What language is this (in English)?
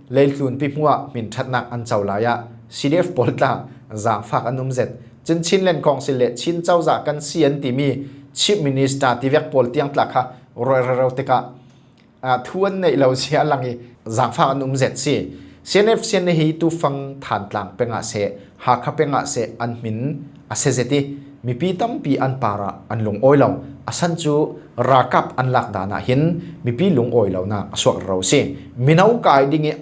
Falam Chin